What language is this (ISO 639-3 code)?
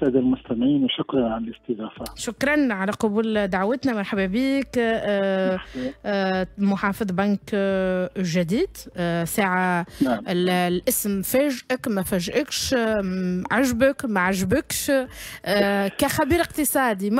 aeb